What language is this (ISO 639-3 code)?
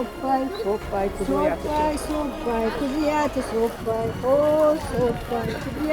oss